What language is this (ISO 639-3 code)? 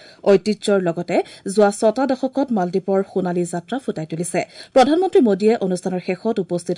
asm